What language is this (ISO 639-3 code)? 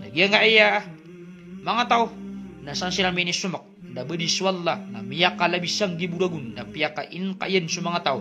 mrw